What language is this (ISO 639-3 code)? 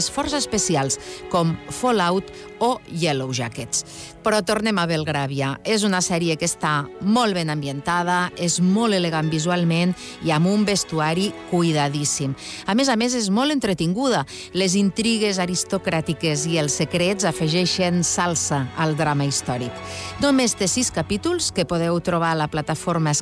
cat